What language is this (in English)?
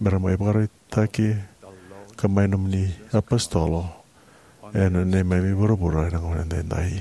Fijian